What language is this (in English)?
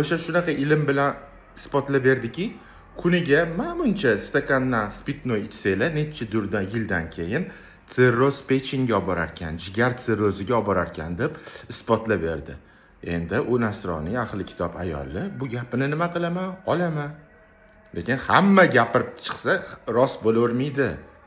Uzbek